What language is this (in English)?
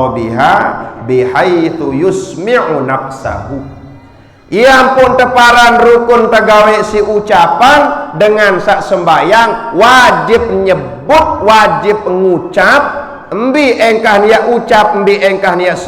Sasak